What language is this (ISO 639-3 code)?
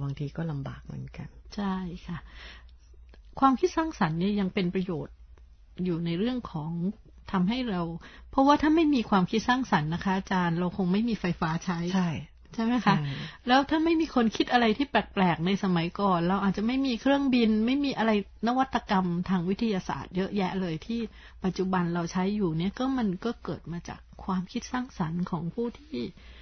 tha